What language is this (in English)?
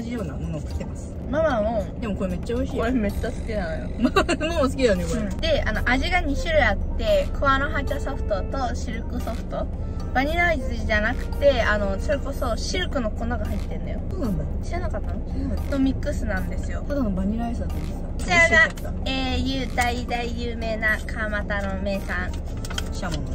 Japanese